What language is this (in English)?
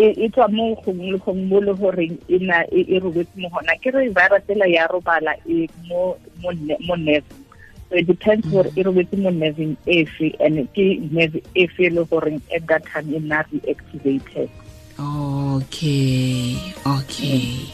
Tswana